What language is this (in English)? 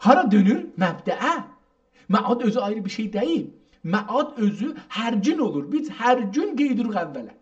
South Azerbaijani